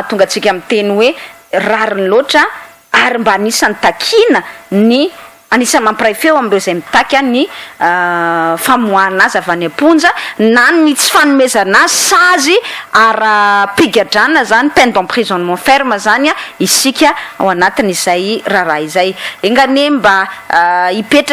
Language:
Malagasy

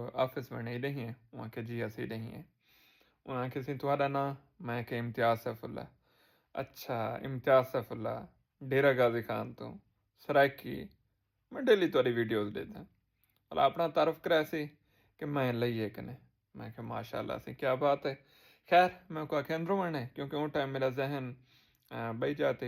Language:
Saraiki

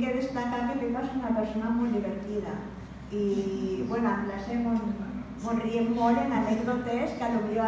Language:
Catalan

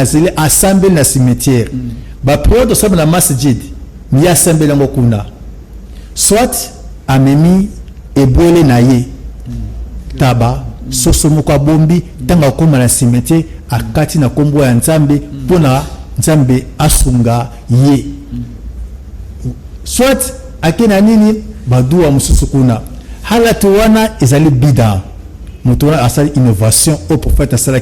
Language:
Lingala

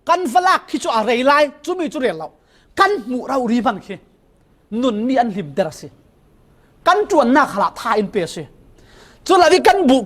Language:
Falam Chin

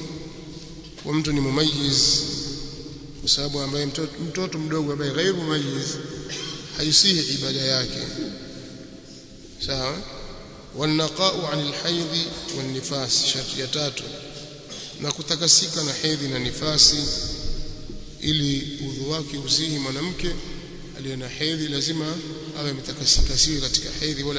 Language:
Swahili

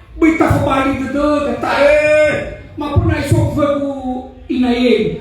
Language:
Nias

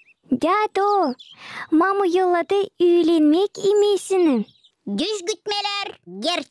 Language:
Gagauz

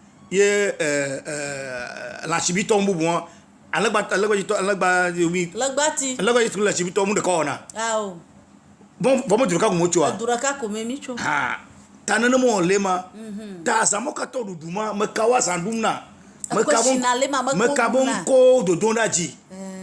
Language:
Ewe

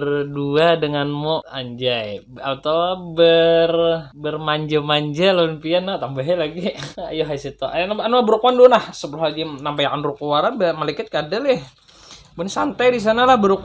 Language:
Banjar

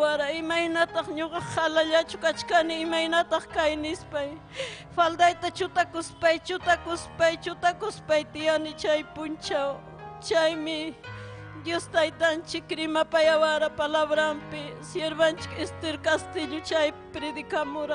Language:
Ayacucho Quechua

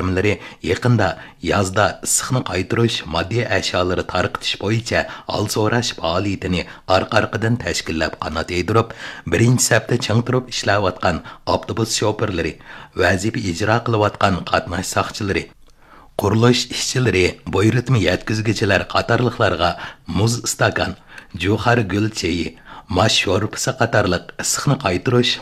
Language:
Uyghur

